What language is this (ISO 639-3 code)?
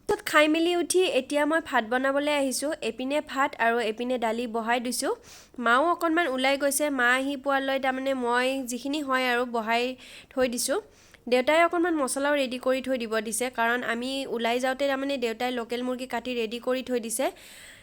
asm